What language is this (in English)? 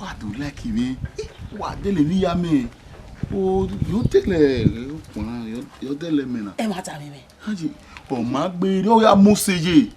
Bini